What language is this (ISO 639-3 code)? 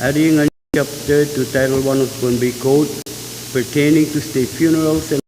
pon